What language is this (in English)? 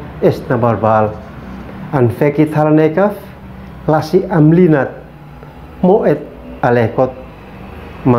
Uab Meto